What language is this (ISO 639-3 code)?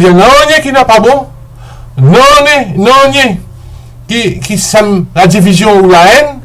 mfe